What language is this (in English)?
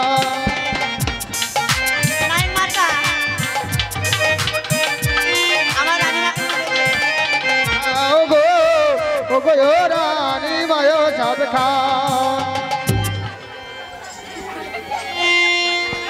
Bangla